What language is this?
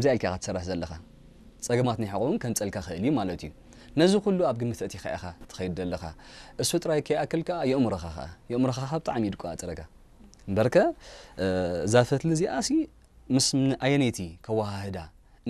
Tigrinya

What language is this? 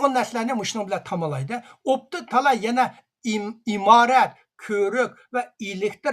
Uyghur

